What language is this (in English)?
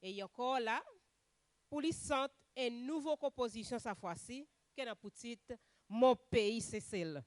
Seselwa Creole French